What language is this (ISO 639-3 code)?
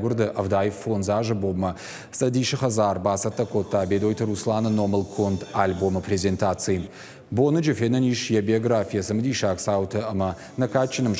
oss